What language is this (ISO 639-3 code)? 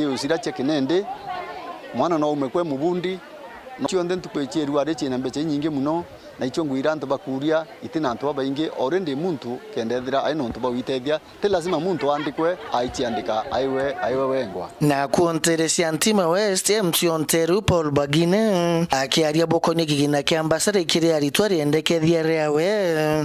mer